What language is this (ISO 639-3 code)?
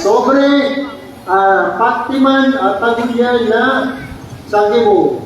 mrw